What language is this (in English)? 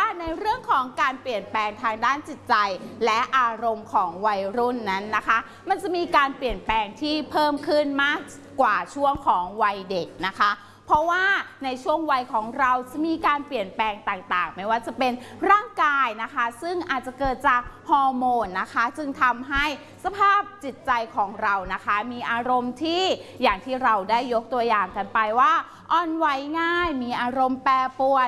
Thai